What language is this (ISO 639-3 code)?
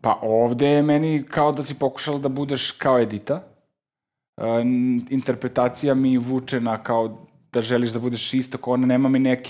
srp